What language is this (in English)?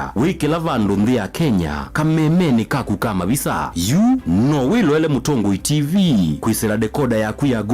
Kamba